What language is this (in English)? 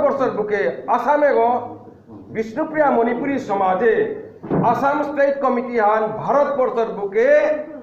Bishnupriya